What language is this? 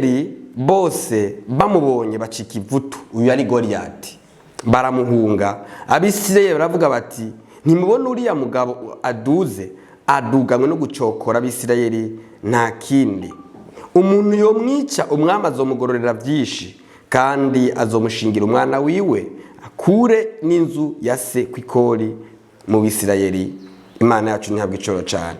Rundi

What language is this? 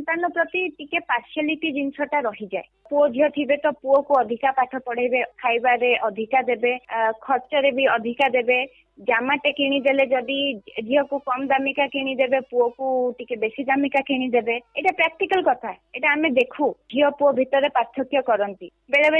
Odia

